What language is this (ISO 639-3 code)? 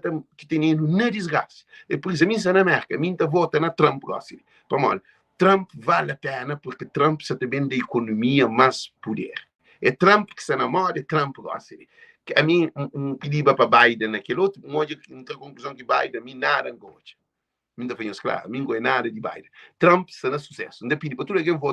kea